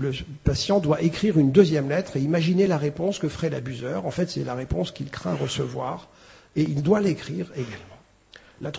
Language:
French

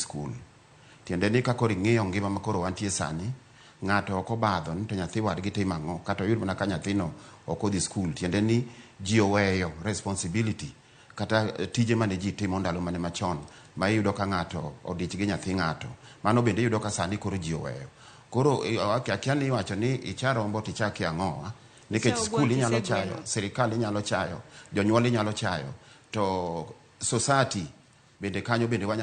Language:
Luo (Kenya and Tanzania)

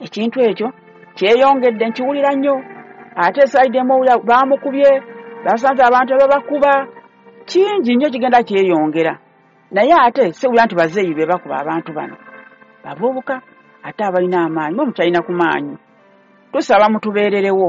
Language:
Ganda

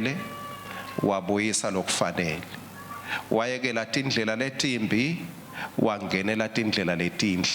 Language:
Swati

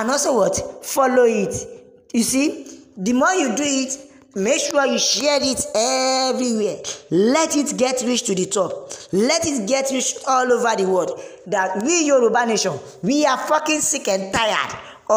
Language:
Yoruba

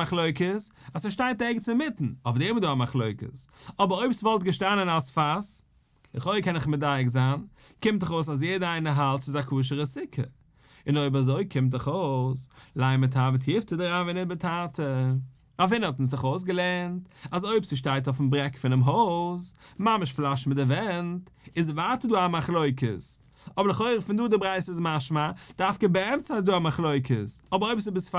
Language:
Yiddish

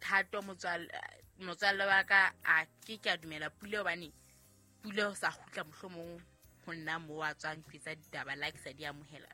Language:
Southern Sotho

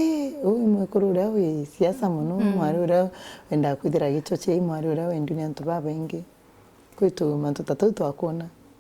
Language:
Meru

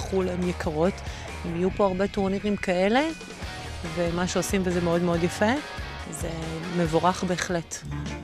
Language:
Hebrew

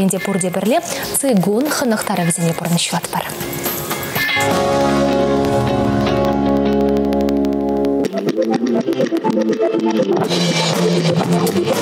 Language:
Chuvash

